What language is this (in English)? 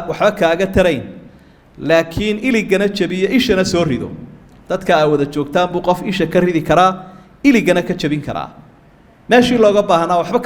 Somali